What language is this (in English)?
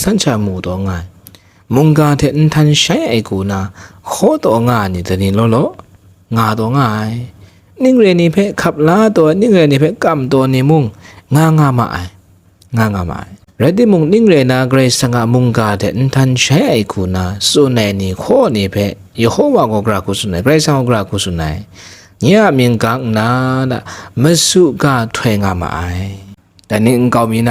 Kachin